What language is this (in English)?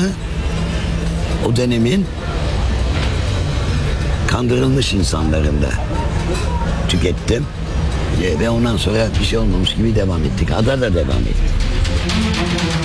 Turkish